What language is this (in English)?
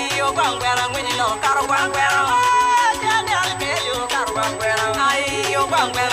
Acoli